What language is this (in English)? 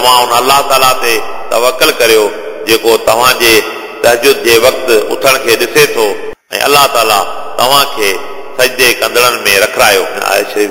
Sindhi